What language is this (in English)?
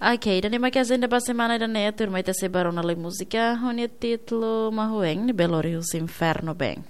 Tetum